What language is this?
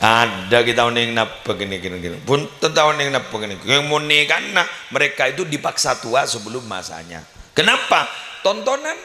Madurese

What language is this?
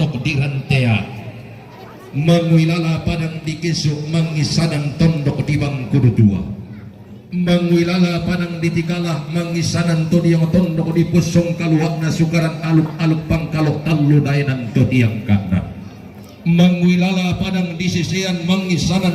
Toraja-Sa'dan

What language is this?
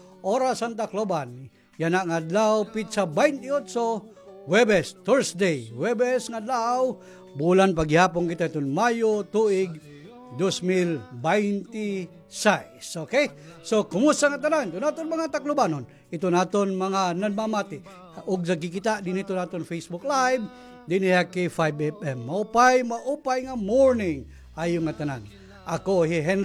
Waray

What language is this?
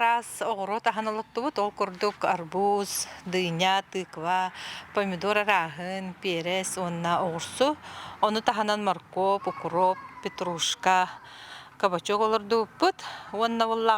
Yakut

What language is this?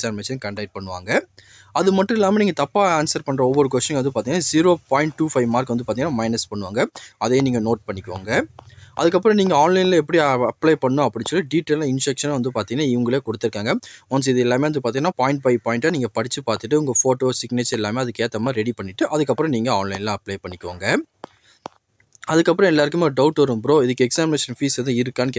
Tamil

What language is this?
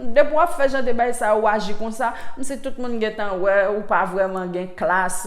Haitian Creole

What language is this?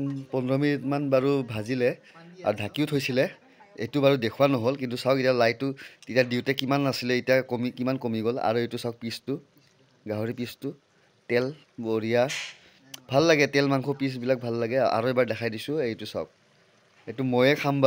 Assamese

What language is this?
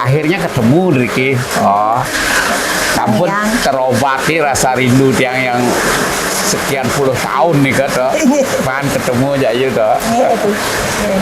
Balinese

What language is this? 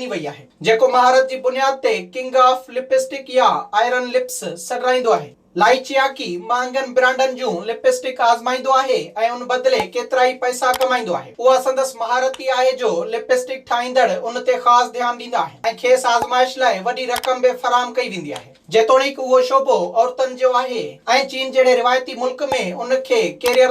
Sindhi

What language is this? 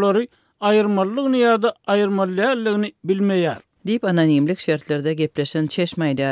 Turkmen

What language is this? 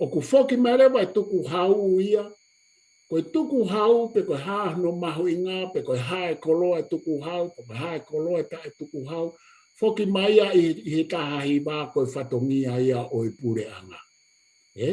Tongan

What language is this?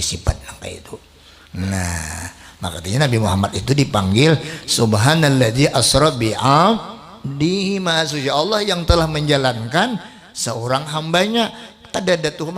Banjar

